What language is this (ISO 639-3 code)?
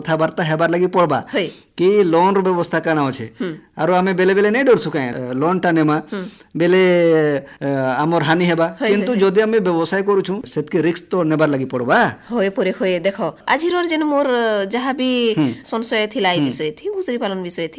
ori